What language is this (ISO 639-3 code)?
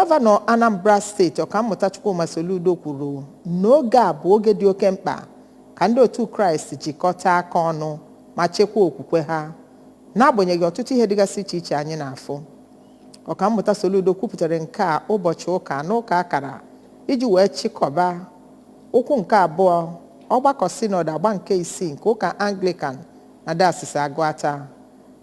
ibo